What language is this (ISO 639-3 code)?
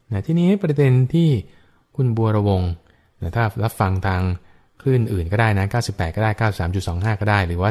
tha